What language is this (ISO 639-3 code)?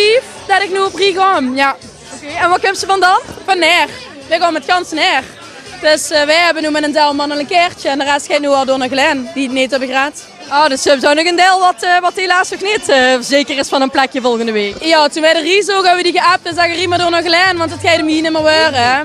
lim